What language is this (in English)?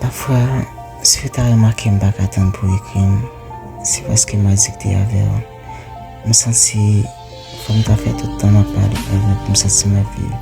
Haitian Creole